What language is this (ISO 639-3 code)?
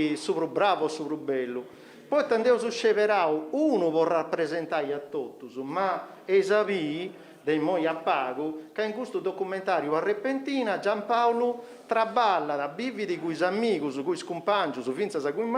srd